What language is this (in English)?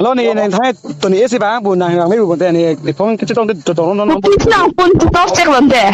Karbi